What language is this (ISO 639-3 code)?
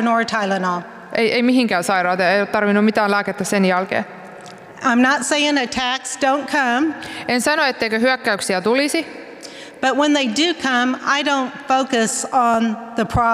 fin